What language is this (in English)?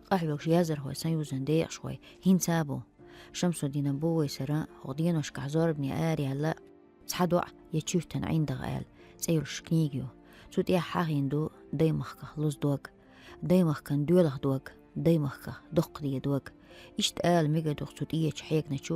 Chechen